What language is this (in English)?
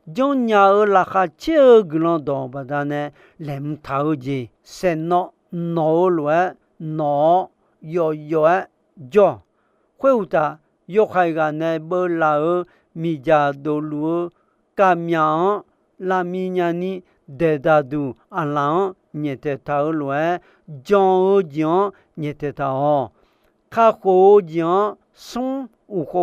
Akha